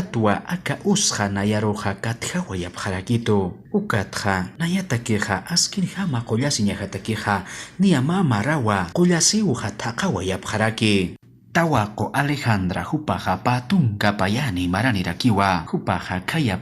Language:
Aymara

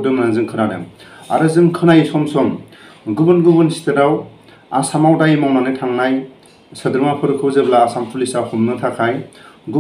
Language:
Bodo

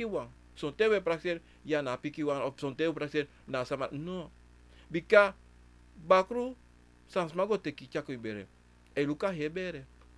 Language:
Sranan Tongo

